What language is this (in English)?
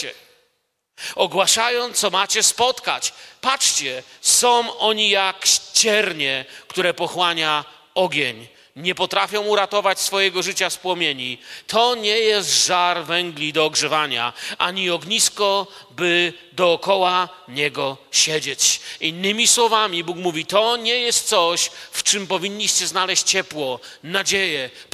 Polish